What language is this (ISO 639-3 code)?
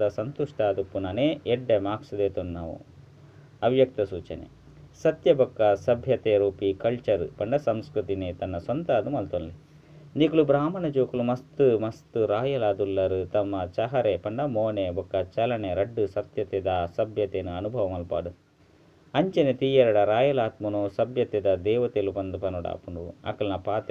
tcy